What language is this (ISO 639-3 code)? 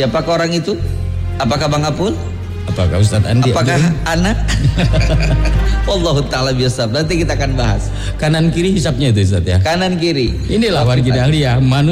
ind